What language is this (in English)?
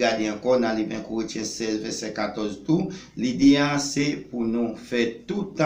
Haitian Creole